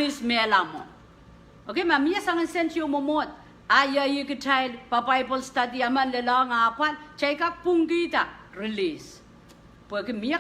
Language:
Pohnpeian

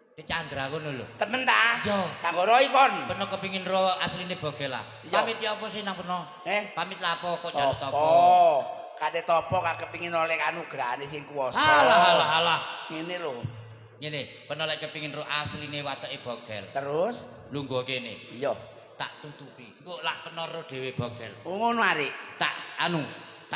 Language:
Javanese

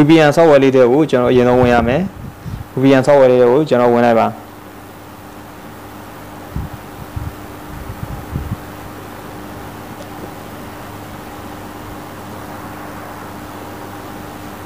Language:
Burmese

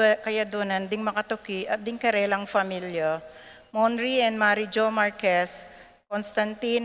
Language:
Pampanga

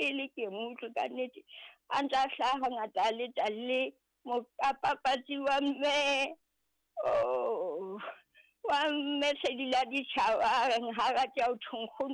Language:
Southern Sotho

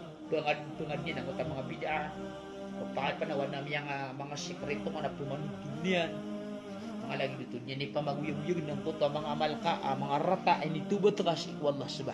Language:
Maranao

